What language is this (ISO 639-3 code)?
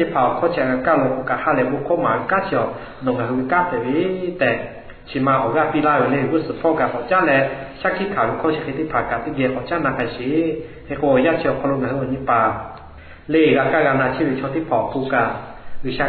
lhu